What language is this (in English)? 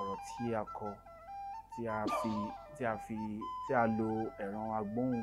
Yoruba